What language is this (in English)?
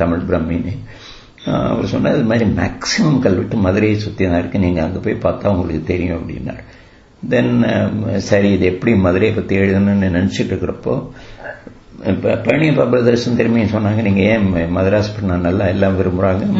Tamil